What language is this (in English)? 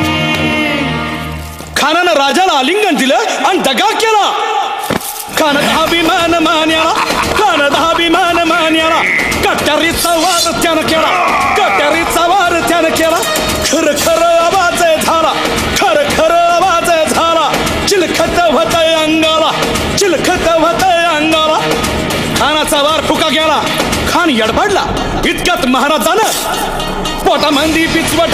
Marathi